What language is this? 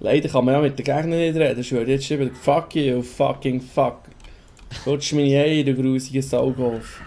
Swiss German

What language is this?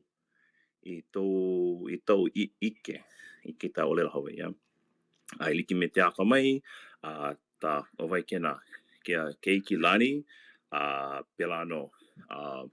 Hawaiian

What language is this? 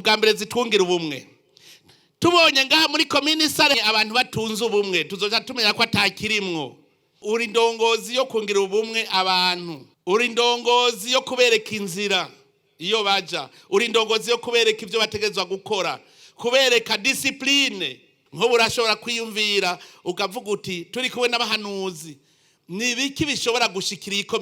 Rundi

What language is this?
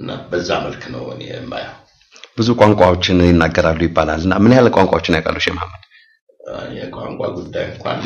Amharic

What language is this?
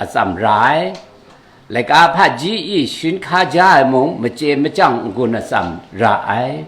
Kachin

